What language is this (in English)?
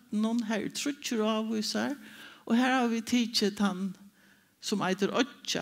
Faroese